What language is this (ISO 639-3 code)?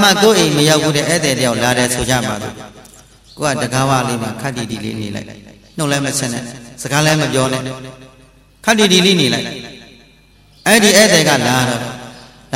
mya